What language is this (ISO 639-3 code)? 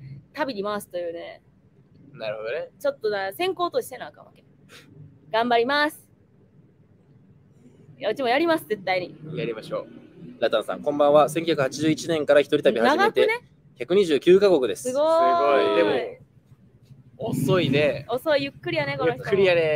jpn